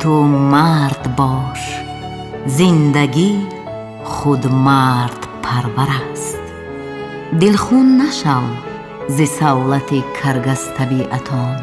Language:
Tajik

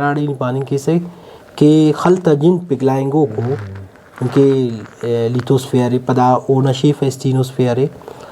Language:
Brahui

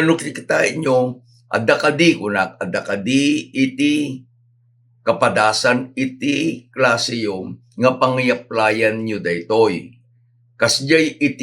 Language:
Iloko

